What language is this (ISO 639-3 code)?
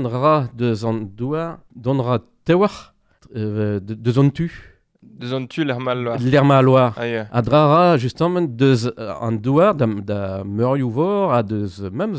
bre